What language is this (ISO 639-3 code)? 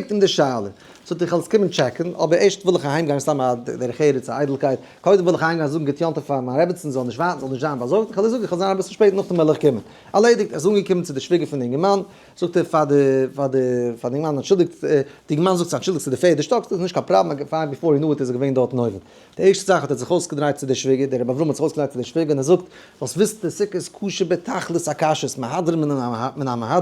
yid